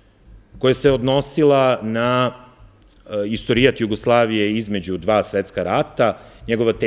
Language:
Serbian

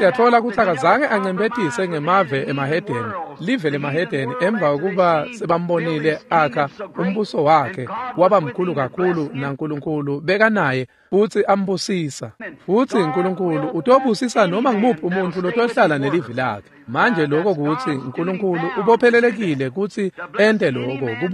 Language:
Swati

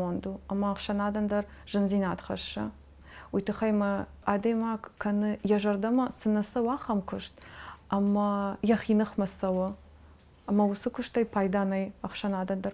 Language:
Ossetic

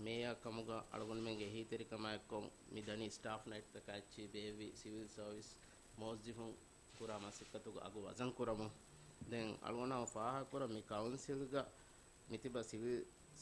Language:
Divehi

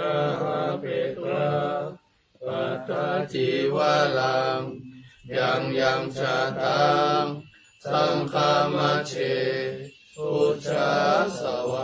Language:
Pali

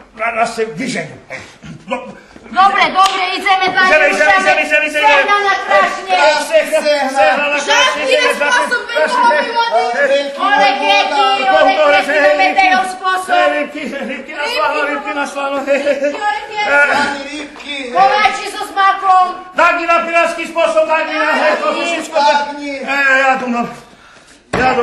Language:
Rusyn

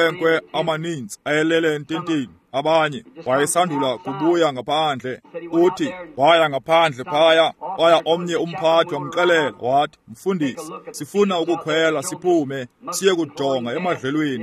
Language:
Xhosa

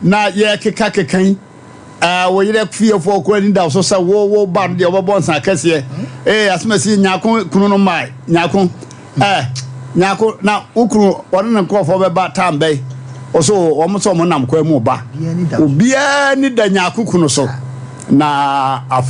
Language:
Akan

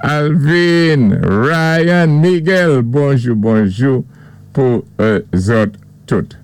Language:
Saint Lucian Creole French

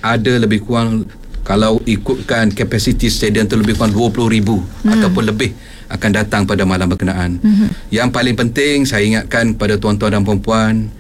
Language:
Malay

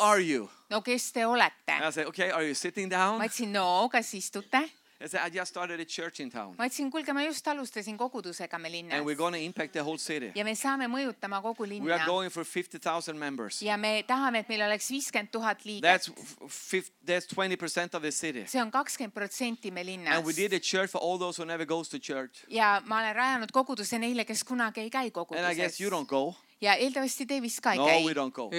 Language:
Estonian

